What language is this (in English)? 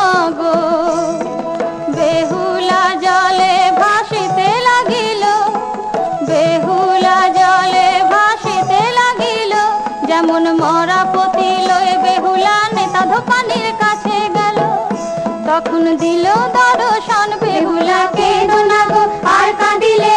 Bangla